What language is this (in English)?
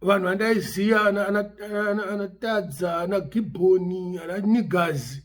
Shona